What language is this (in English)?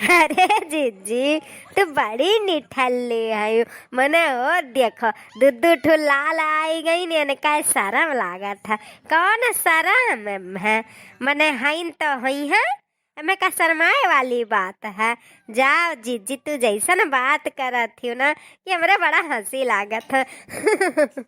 Awadhi